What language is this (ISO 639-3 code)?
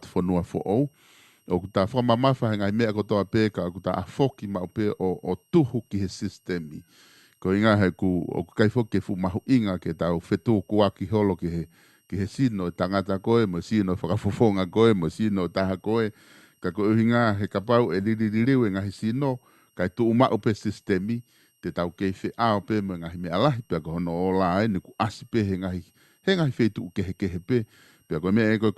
ton